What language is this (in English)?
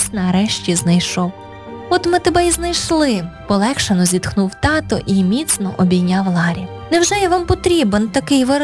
Ukrainian